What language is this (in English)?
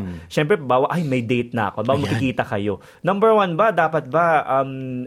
Filipino